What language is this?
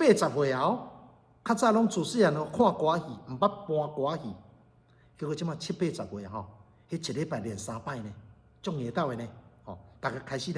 Min Nan Chinese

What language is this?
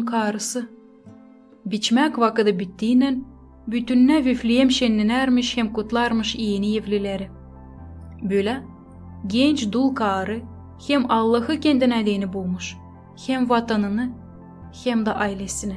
Gagauz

